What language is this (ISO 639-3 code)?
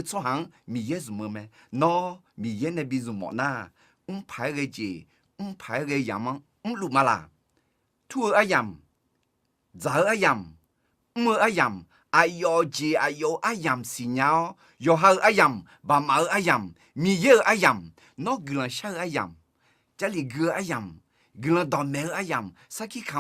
ahk